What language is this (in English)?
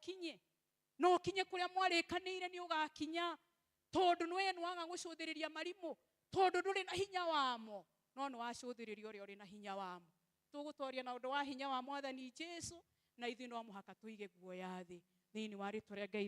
Kikuyu